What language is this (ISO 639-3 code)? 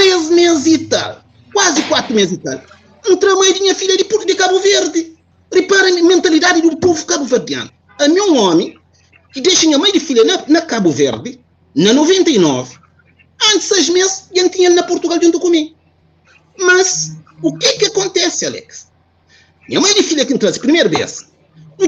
kea